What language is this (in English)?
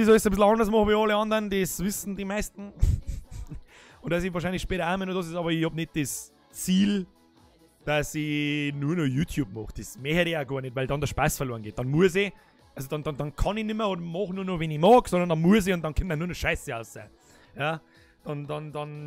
Bavarian